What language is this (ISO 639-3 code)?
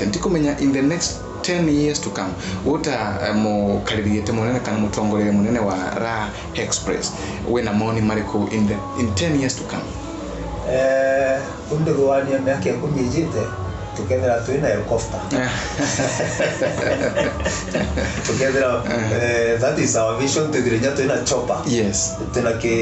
mer